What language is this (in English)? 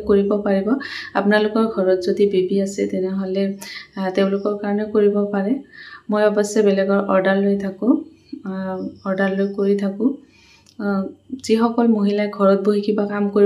Assamese